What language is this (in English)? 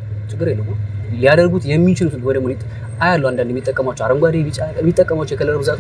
Amharic